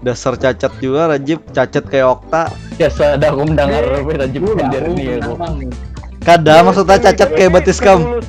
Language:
Banjar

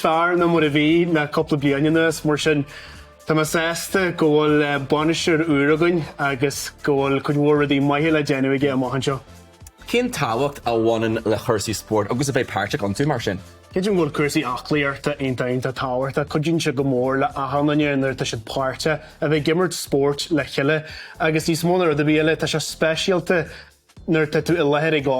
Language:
Irish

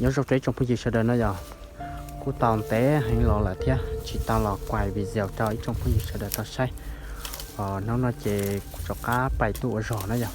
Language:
Hmong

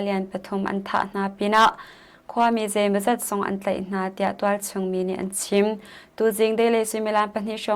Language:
Hakha Chin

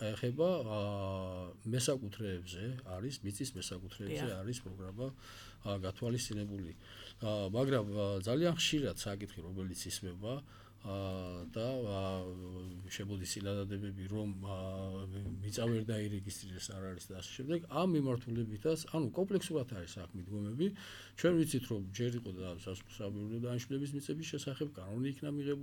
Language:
Georgian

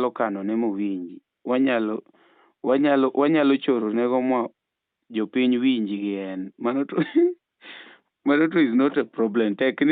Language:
Luo (Kenya and Tanzania)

